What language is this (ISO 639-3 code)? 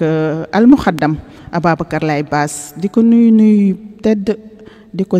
wol